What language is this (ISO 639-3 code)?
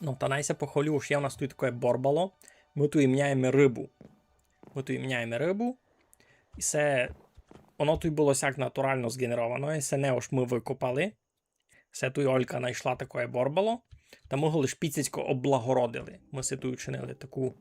rue